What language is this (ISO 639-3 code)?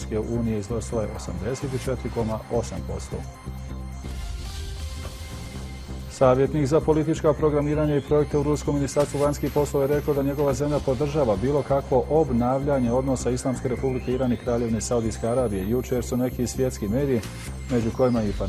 bos